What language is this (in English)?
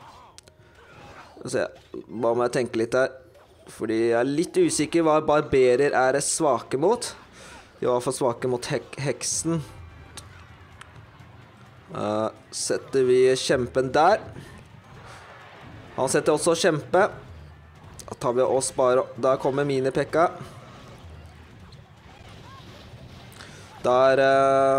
Norwegian